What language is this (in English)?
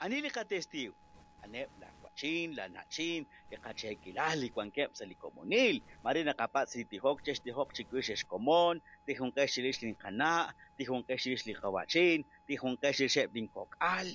Kekchí